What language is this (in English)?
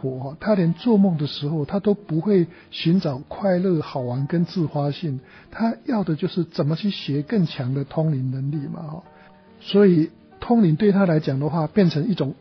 Chinese